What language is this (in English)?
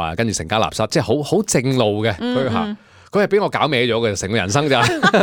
Cantonese